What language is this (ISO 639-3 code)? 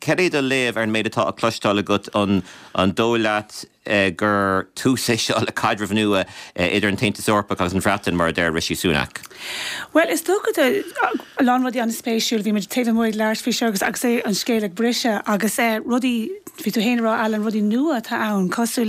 gle